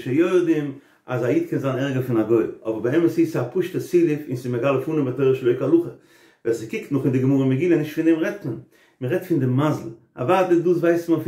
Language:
Yiddish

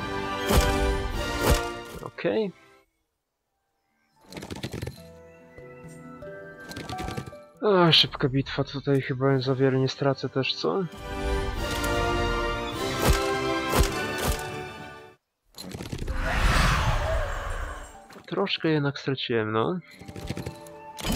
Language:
Polish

